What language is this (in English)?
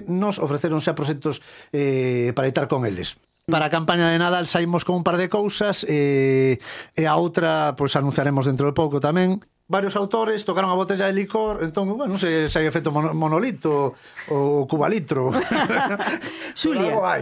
Galician